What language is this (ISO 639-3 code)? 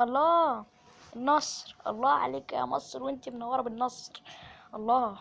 arz